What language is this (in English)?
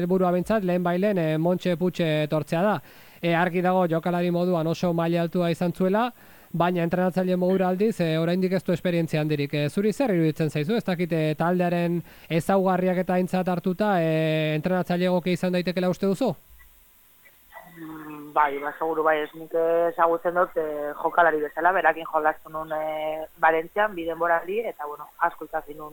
Basque